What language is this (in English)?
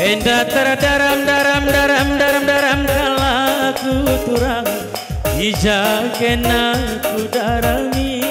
Batak Karo